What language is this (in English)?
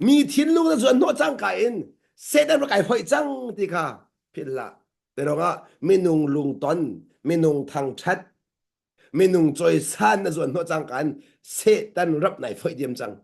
Hakha Chin